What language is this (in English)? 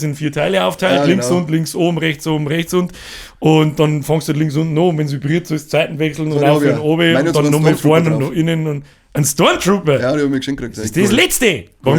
Bavarian